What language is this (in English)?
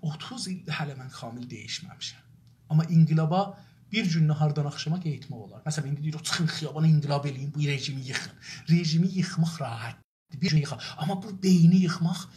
South Azerbaijani